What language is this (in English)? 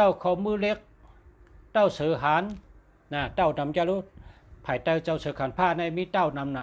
Shan